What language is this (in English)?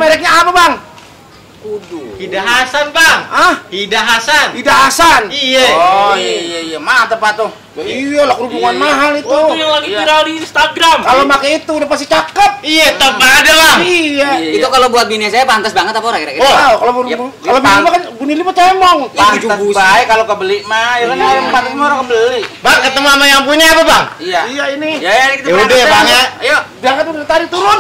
Betawi